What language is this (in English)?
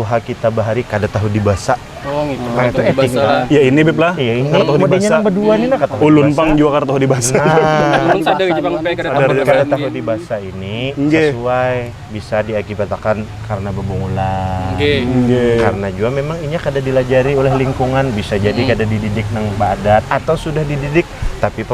Banjar